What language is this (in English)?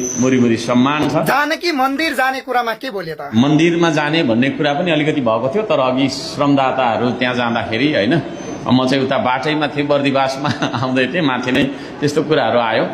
Nepali